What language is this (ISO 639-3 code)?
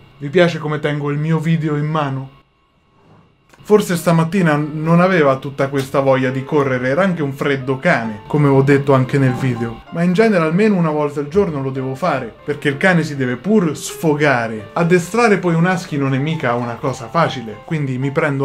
ita